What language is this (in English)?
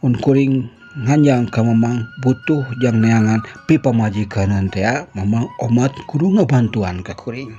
Sundanese